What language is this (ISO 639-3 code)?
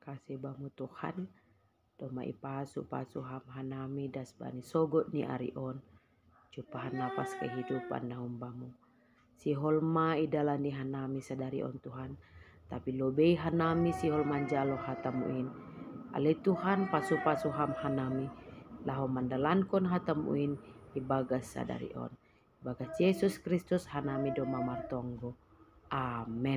bts